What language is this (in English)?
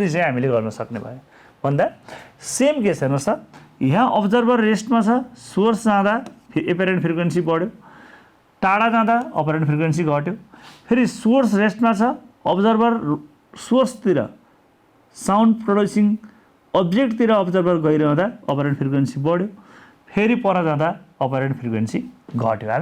Nepali